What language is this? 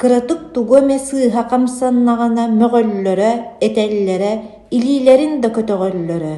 Yakut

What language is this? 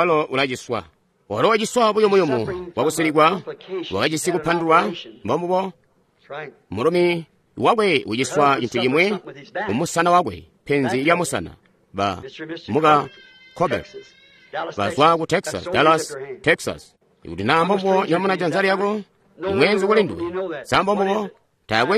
Tonga (Zambia)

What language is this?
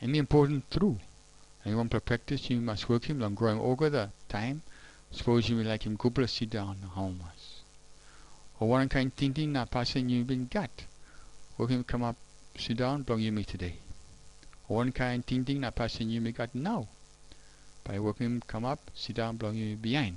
Tok Pisin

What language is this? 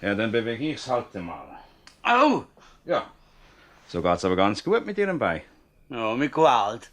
Swiss German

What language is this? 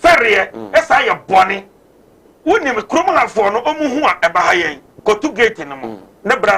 Akan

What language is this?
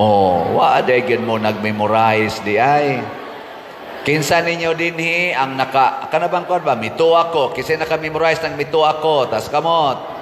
Cebuano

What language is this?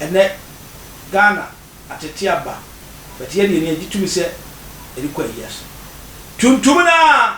Akan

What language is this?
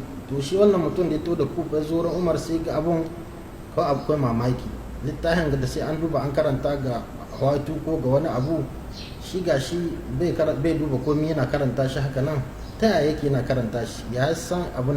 Hausa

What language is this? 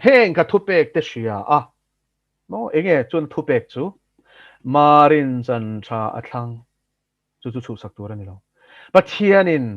Mizo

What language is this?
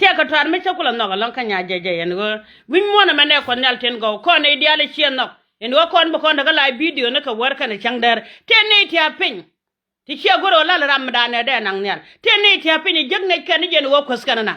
Nuer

